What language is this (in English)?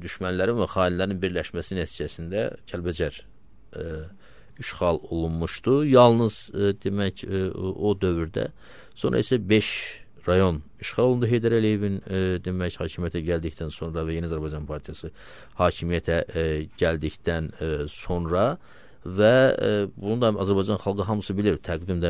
Azerbaijani